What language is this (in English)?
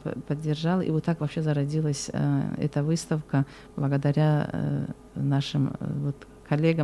Russian